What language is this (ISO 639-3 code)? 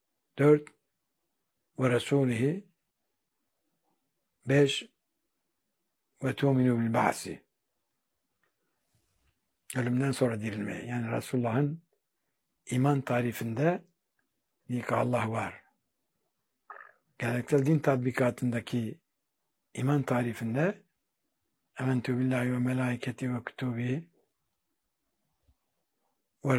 tur